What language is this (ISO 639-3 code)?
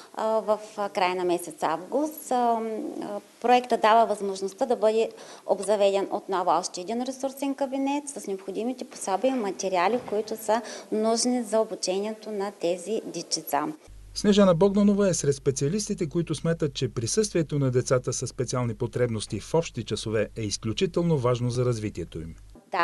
bul